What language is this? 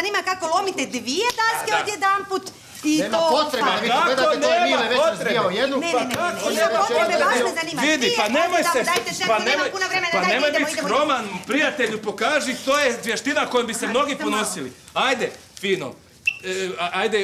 Croatian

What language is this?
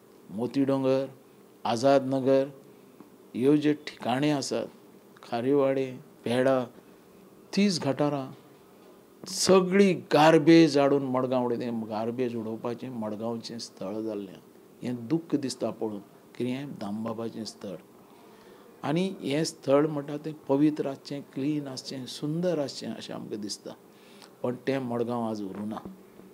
Konkani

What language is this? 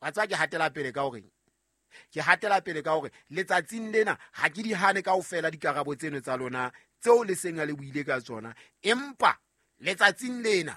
Southern Sotho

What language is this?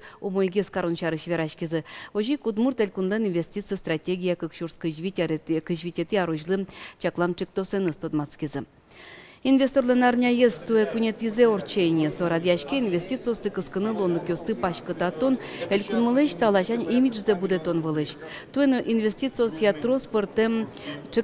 Udmurt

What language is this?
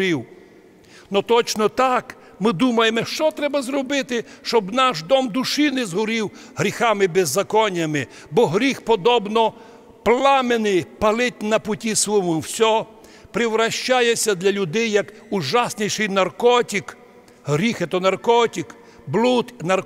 Rusyn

